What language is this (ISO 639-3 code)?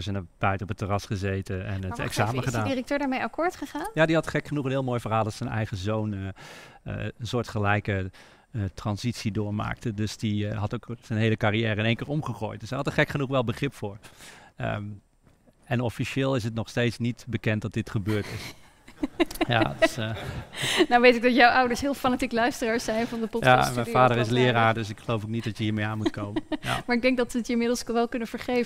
nld